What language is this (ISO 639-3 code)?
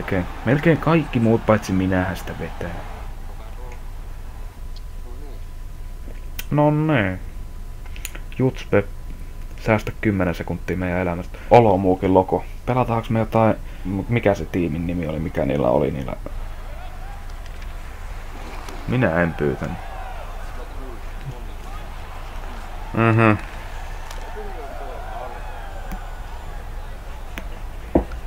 fin